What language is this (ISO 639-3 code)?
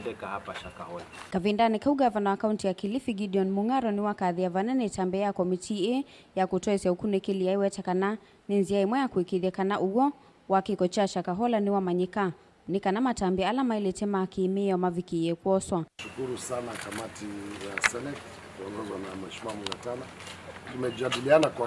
kam